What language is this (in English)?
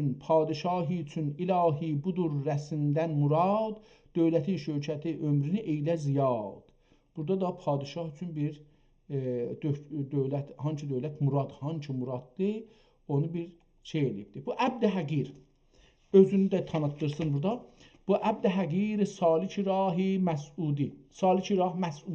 South Azerbaijani